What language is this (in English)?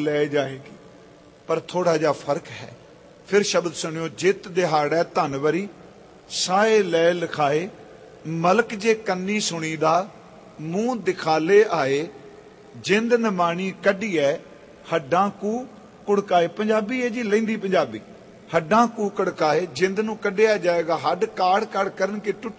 Punjabi